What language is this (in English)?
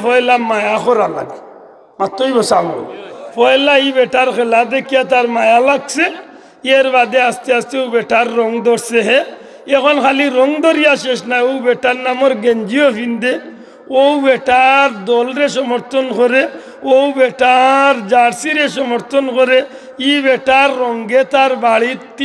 Sylheti